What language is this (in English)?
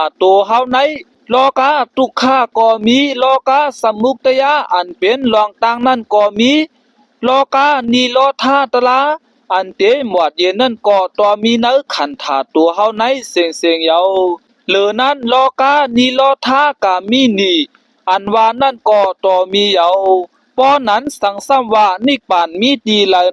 Shan